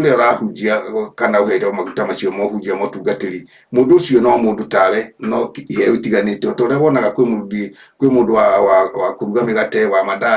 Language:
Kikuyu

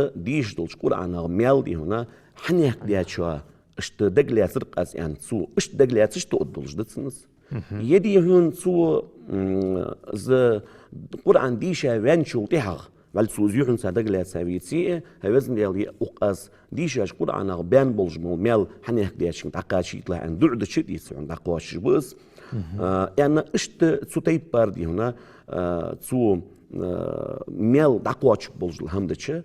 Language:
Ingush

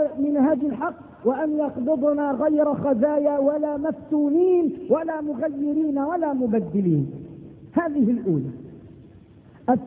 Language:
Arabic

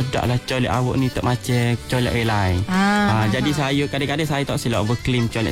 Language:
Malay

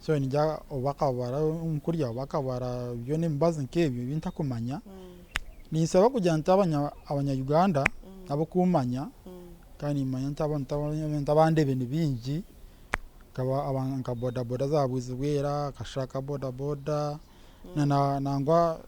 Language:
Nyankole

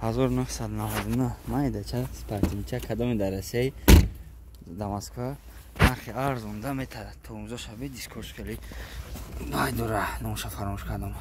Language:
Tajik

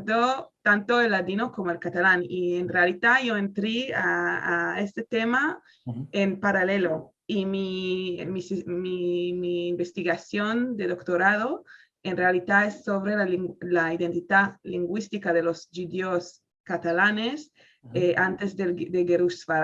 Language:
Ladino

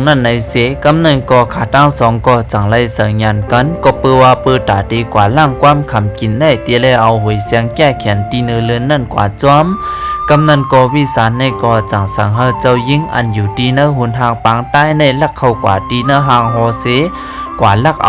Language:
Shan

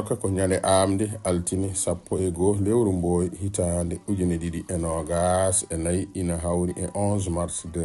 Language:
Fula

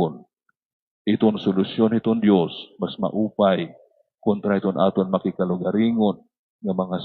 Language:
Waray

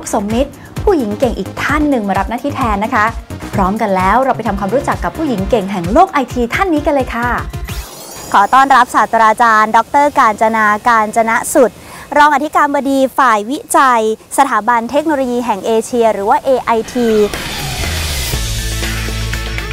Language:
Thai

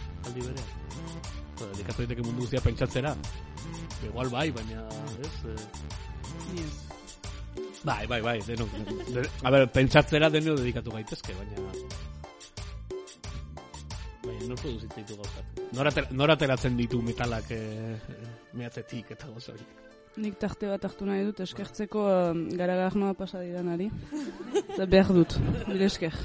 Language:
Basque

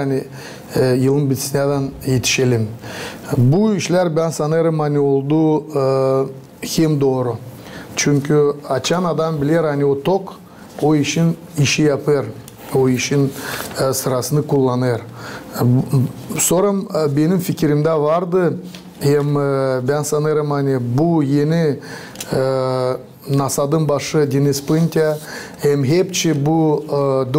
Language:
Gagauz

